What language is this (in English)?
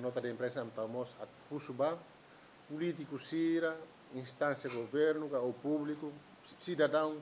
Tetum